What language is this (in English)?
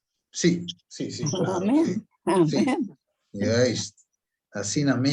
Papiamento